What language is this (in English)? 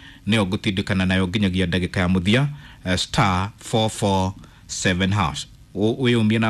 Kikuyu